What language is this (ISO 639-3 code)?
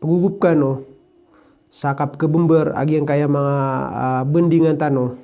mrw